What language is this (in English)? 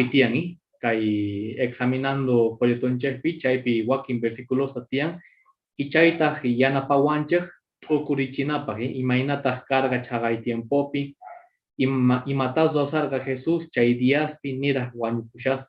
Quechua